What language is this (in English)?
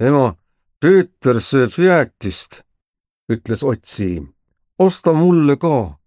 Estonian